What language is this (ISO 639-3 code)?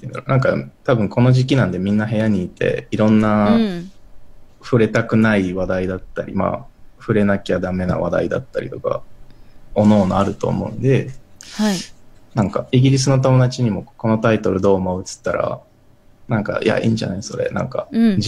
jpn